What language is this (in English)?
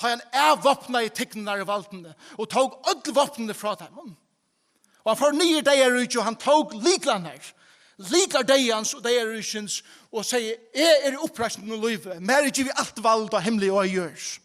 Faroese